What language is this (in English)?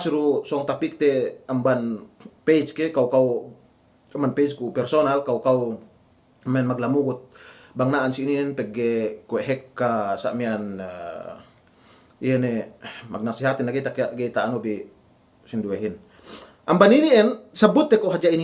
Yakan